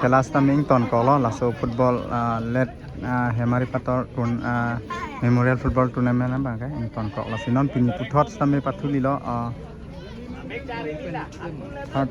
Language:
Karbi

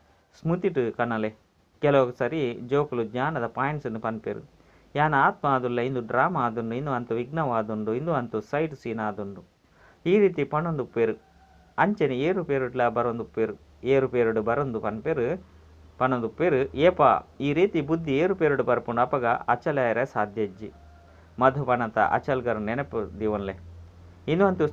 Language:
Tulu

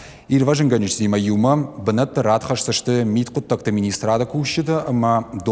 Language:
Ossetic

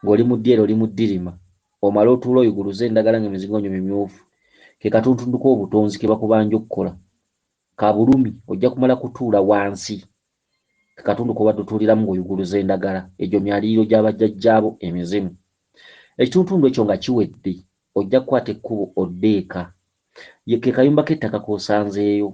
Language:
Ganda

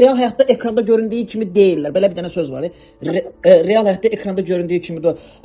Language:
Azerbaijani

